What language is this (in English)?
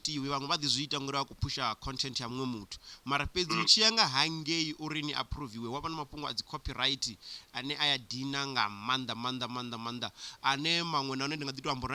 Venda